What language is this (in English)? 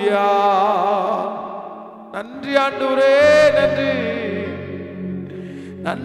Tamil